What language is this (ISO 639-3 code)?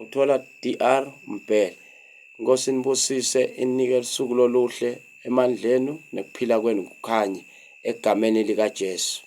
ssw